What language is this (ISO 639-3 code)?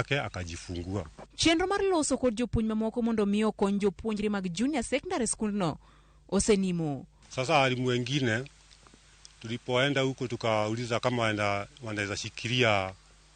luo